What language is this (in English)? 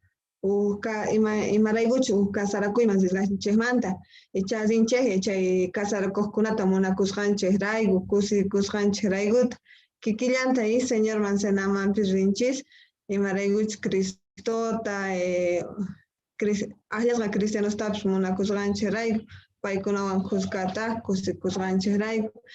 Quechua